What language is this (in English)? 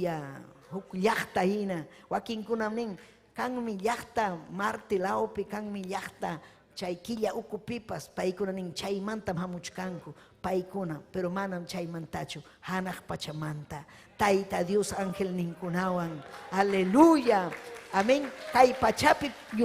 Ayacucho Quechua